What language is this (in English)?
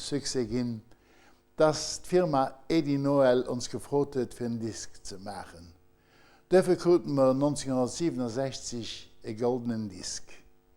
Luxembourgish